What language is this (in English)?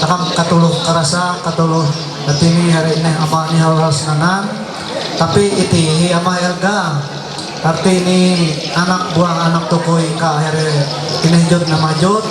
Ma'anyan